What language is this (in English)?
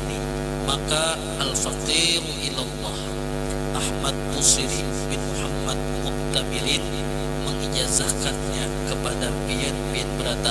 Banjar